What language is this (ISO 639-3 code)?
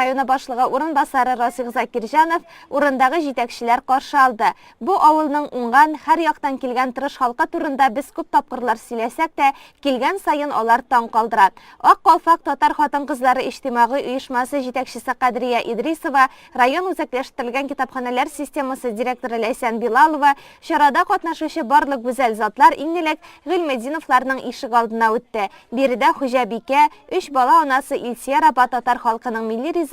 tat